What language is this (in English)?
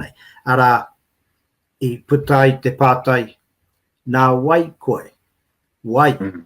Māori